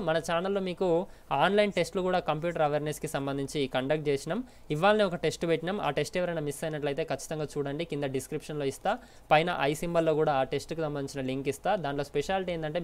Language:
Telugu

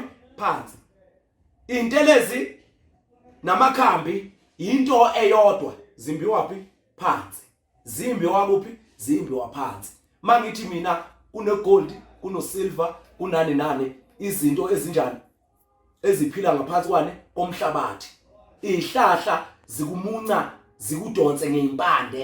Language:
Zulu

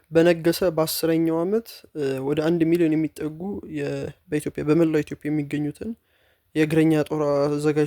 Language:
Amharic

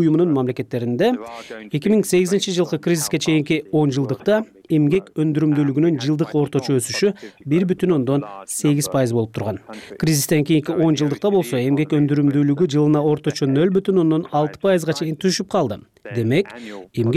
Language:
Kyrgyz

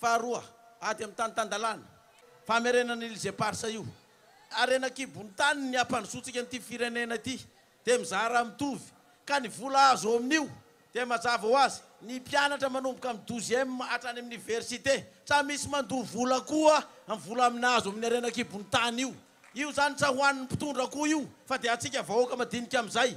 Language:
Malagasy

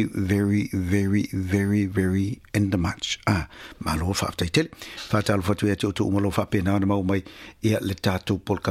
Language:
Samoan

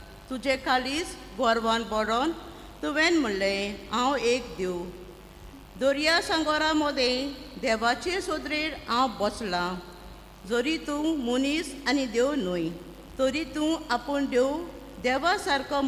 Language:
Konkani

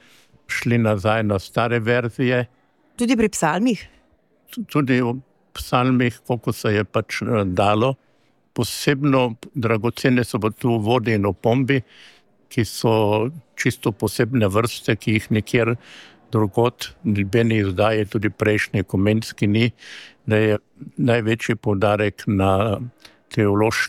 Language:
Slovenian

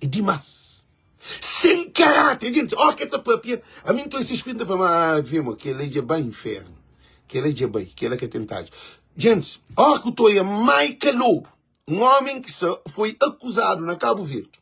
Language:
Kabuverdianu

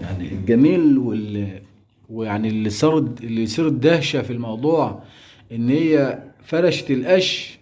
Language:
Egyptian Arabic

